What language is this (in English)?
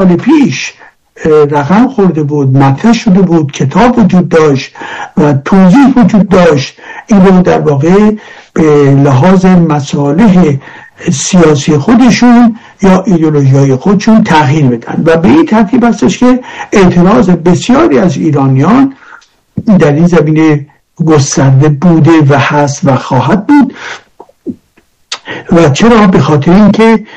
Persian